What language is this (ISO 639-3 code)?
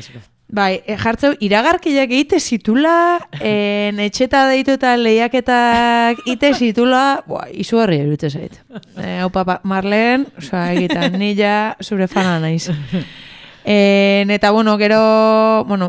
eus